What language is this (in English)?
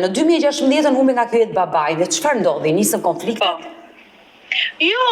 Albanian